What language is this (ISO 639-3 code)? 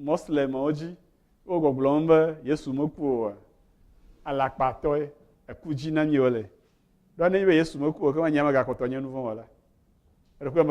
ewe